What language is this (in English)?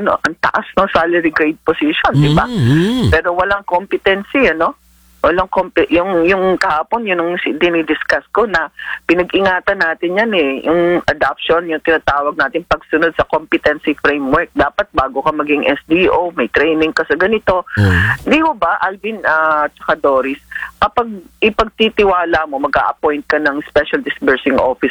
Filipino